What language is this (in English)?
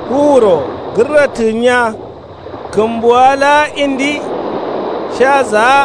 Kanuri